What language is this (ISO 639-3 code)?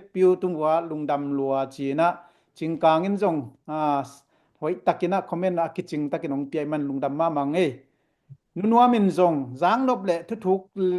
ctd